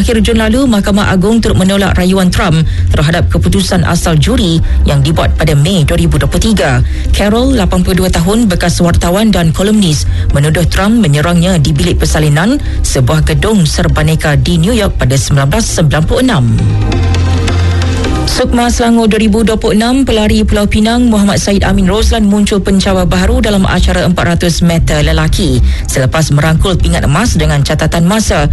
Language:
Malay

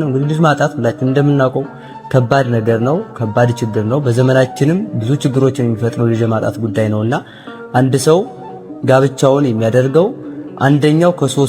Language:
Amharic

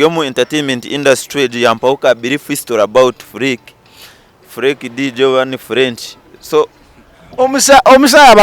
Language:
Nyankole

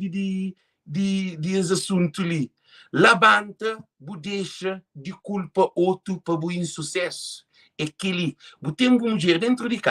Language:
Kabuverdianu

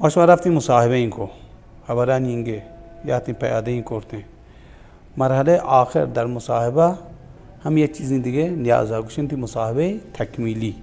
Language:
Baluchi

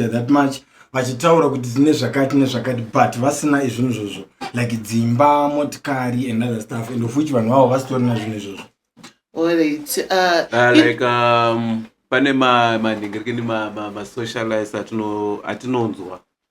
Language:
Shona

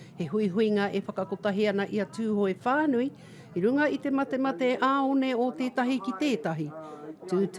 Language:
Māori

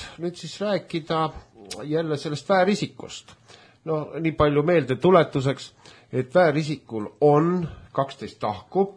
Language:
Estonian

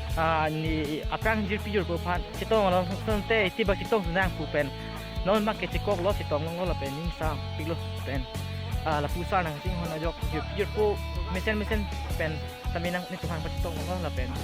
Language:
Karbi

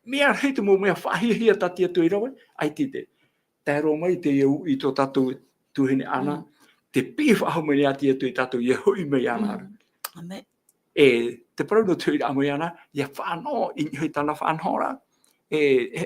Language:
Tahitian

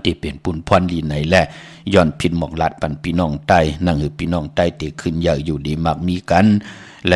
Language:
Shan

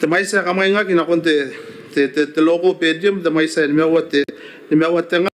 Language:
Gilbertese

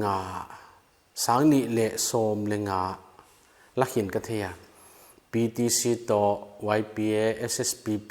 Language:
Paite Chin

